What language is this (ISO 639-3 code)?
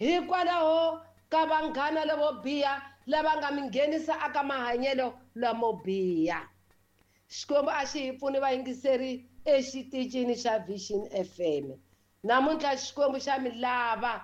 tso